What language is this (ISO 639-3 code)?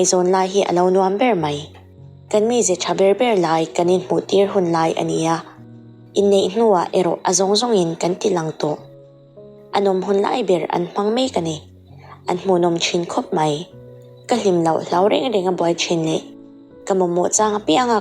lus